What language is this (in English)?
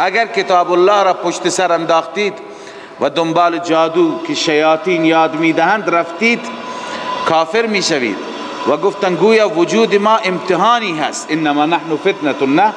Persian